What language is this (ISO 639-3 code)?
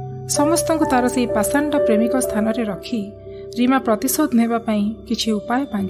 ori